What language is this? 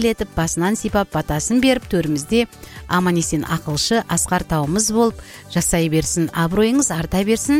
Kazakh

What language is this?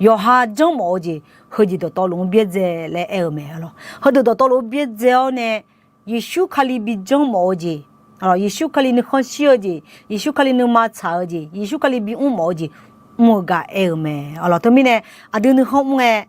Akha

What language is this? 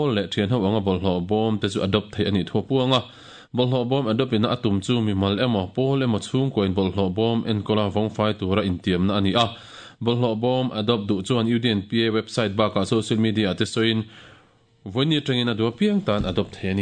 Mizo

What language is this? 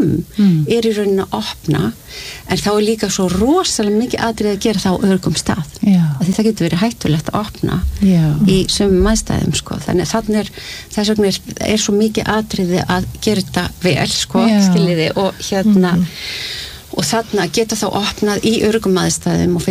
Icelandic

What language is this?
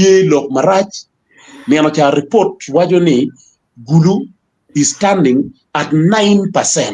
Acoli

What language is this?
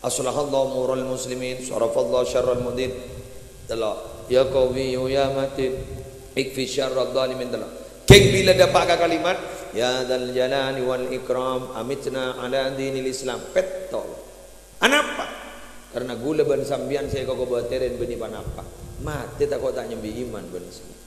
Madurese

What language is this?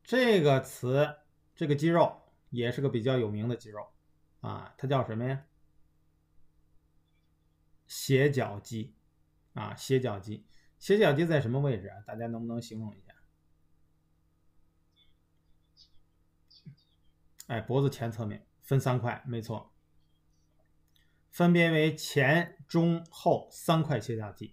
Chinese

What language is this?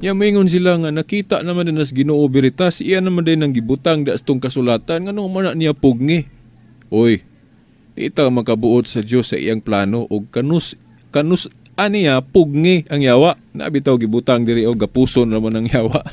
Cebuano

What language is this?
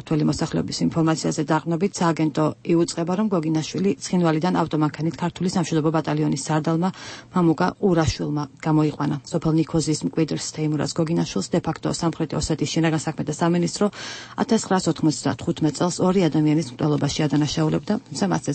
Georgian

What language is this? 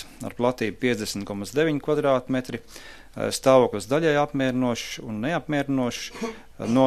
Latvian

